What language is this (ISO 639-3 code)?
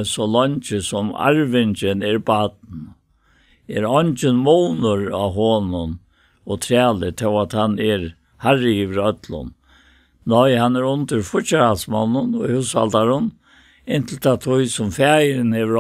fao